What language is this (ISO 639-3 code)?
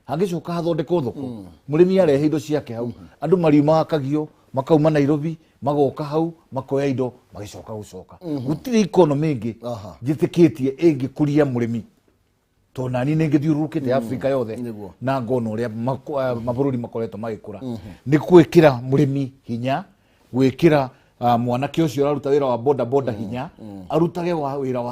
kik